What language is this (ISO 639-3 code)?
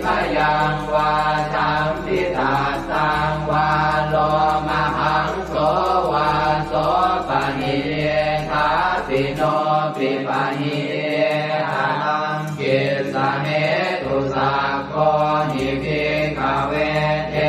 pli